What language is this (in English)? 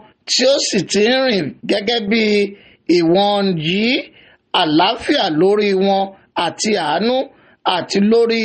Yoruba